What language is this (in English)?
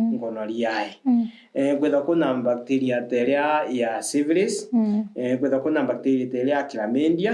Meru